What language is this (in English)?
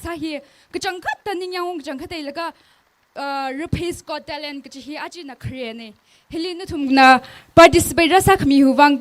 Tangkhul Naga (India)